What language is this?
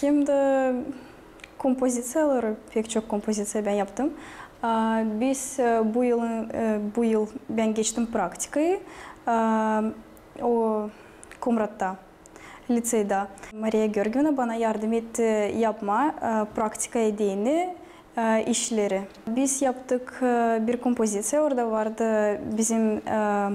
Gagauz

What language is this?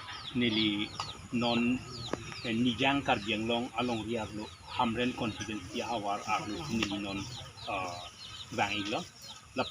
Karbi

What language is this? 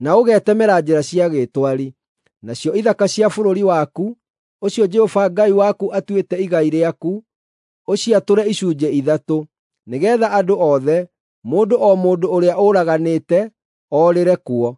Kikuyu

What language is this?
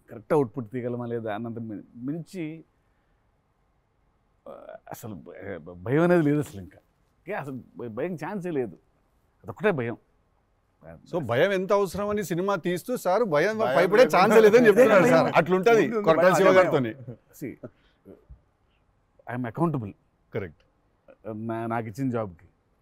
Telugu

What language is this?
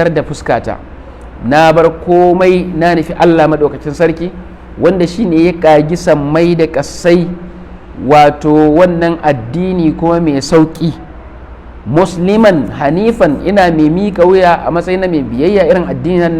Hausa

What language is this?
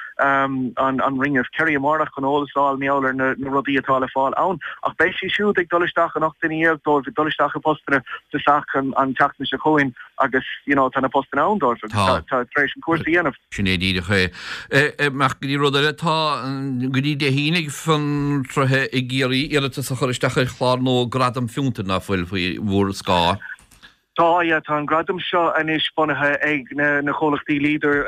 Irish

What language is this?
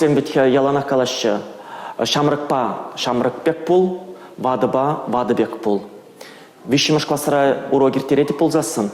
Chuvash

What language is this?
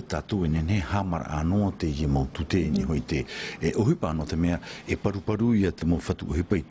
Tahitian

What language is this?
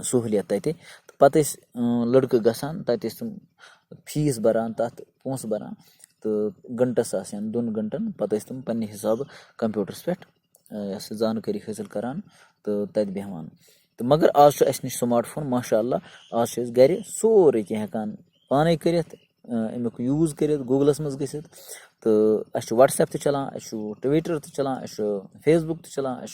Kashmiri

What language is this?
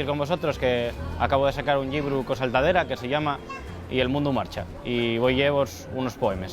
Asturian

